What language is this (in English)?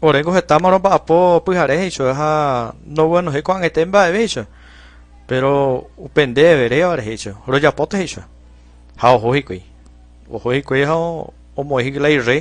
Guarani